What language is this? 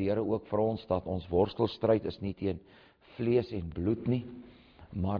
Afrikaans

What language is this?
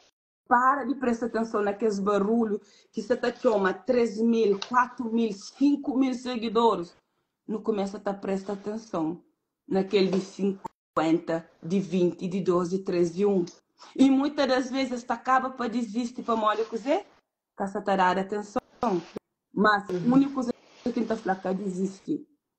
Kabuverdianu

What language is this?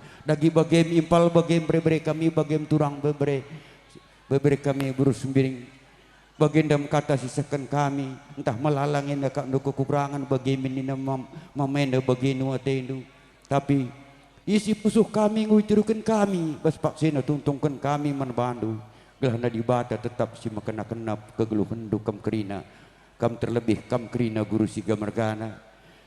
Batak Karo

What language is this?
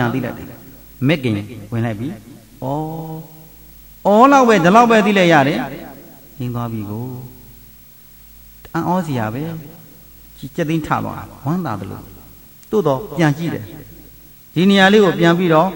Burmese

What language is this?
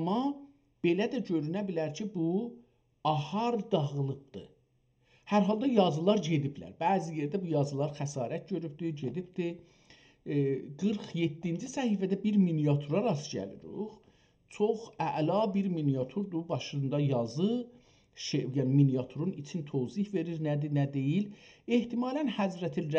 South Azerbaijani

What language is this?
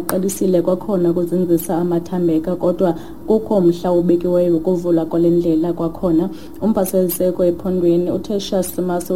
Xhosa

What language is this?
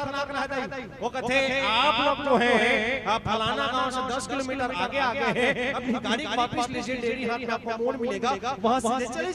Chhattisgarhi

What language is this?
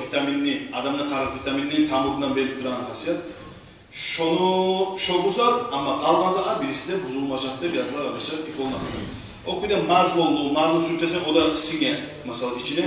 Kumyk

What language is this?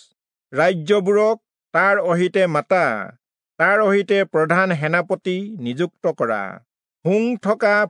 Assamese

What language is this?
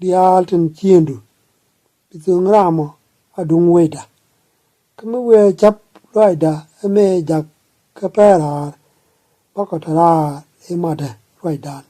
Nuer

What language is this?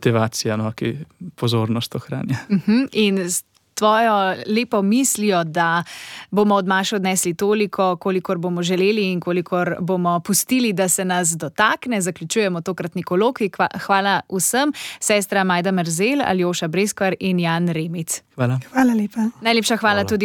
Slovenian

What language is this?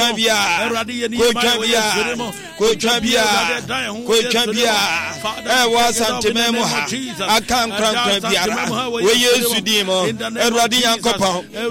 Akan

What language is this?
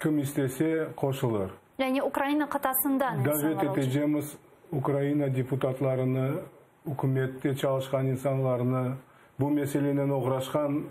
Crimean Tatar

